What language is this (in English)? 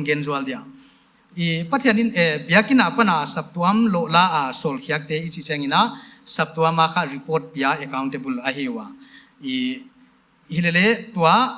Paite Chin